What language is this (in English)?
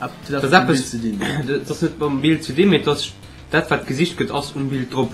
Luxembourgish